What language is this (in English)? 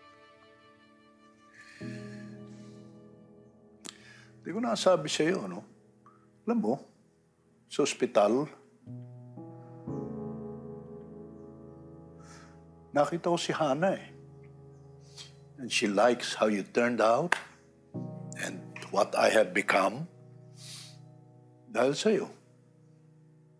Filipino